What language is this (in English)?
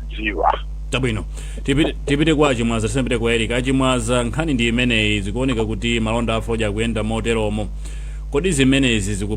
Nyanja